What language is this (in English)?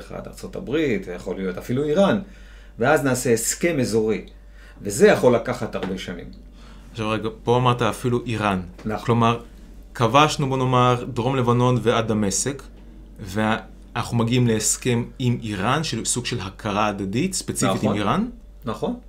Hebrew